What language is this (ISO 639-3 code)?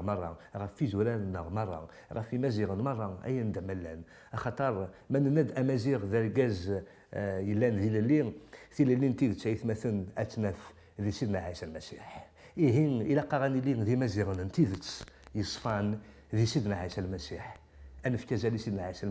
kab